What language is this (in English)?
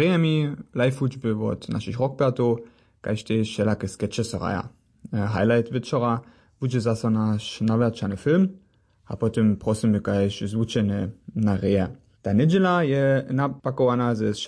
Upper Sorbian